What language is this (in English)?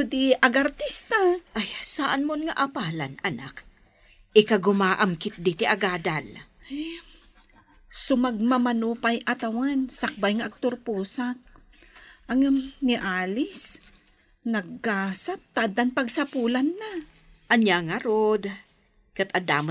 Iloko